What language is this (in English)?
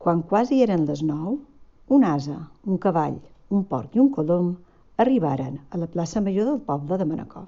Catalan